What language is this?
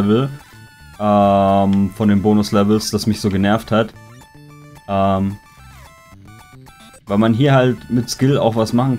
German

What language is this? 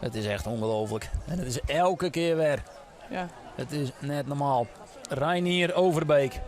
Western Frisian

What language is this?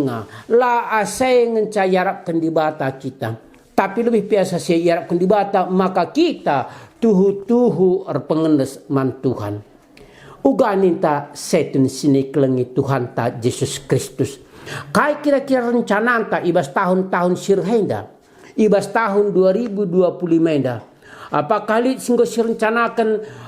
Batak Karo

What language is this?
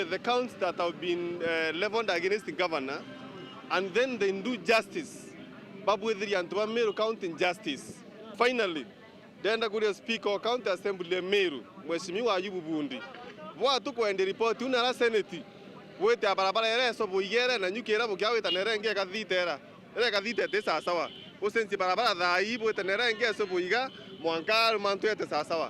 Meru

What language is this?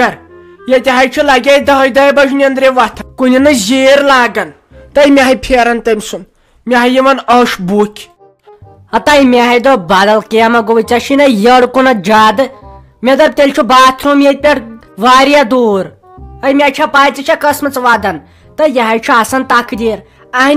Kashmiri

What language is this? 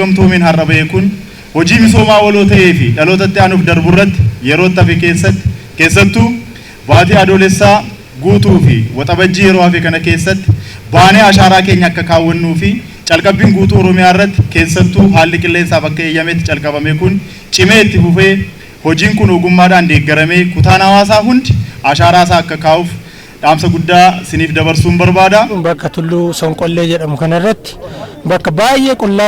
Oromo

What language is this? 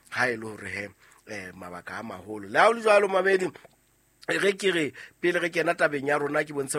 Southern Sotho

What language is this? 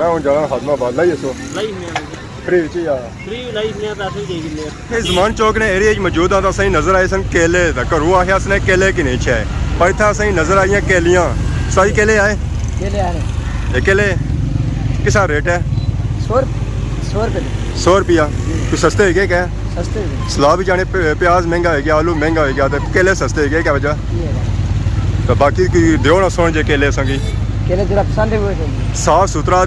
Pahari-Potwari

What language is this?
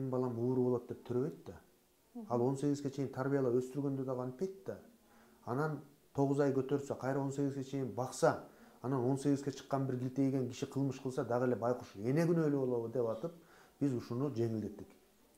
Kyrgyz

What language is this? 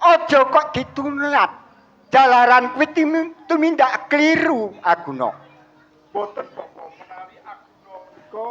Javanese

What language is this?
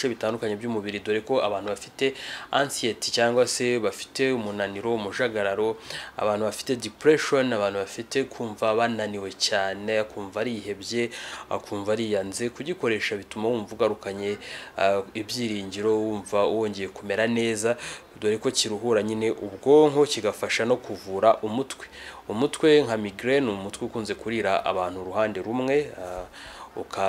Kinyarwanda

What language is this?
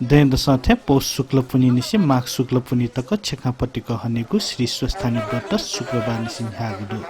Newari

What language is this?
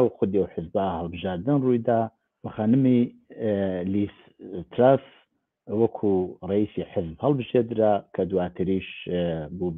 Central Kurdish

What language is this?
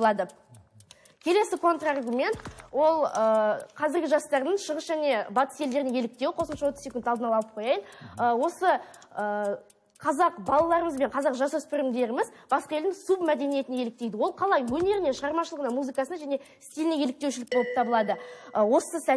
Kazakh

